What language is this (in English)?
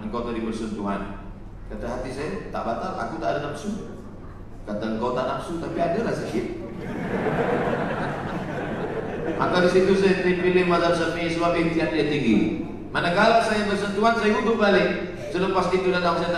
Malay